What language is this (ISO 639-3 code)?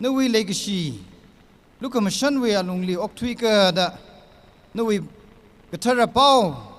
nmf